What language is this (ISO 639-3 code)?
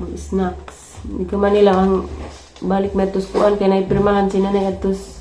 ceb